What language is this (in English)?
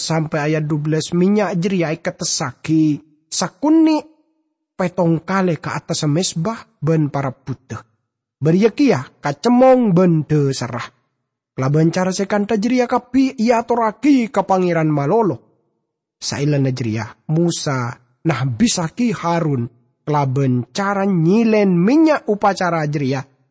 Madurese